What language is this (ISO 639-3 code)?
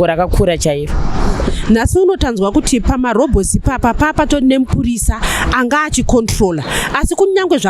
sna